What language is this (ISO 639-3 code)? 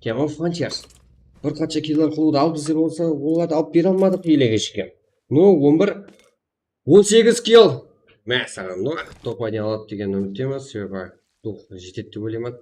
kaa